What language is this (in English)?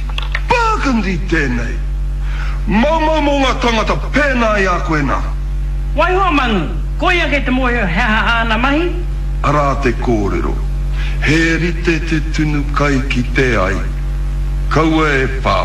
Māori